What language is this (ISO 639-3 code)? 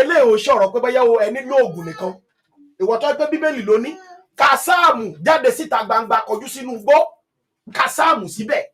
yor